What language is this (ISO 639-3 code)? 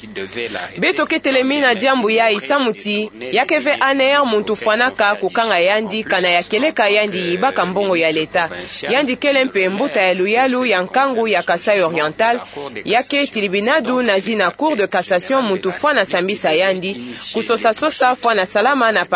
ktu